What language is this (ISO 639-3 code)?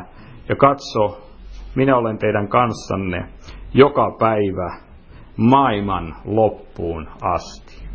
fin